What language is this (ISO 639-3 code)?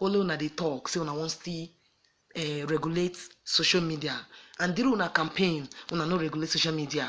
pcm